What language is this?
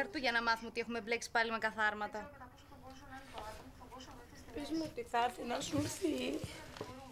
Greek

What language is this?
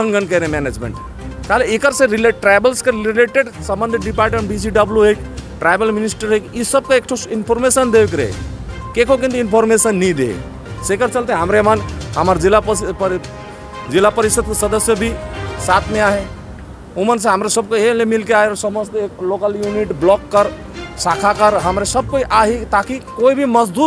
Sadri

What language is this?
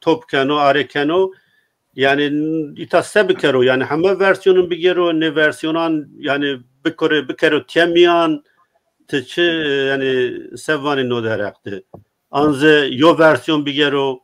Zaza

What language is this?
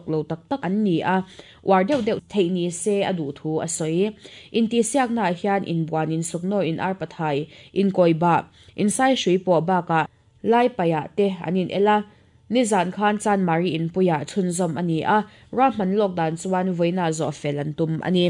Mizo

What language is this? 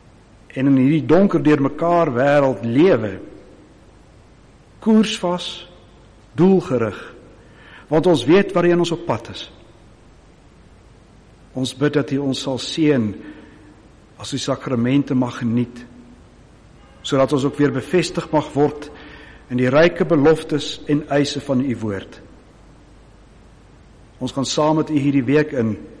Afrikaans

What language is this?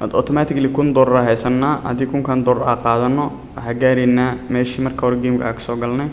Somali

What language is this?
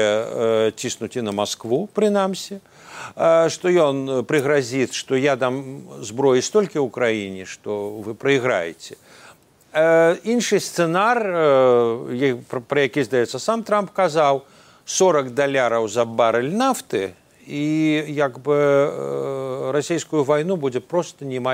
Belarusian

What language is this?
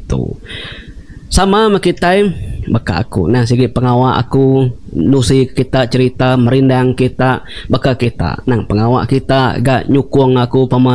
Iban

